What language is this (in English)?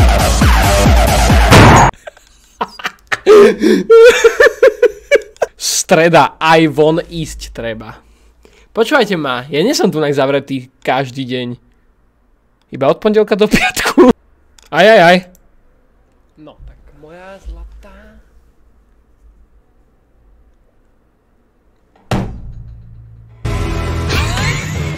Slovak